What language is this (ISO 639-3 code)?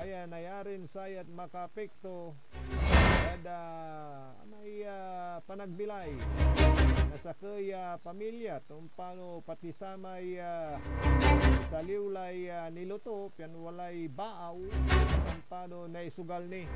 pag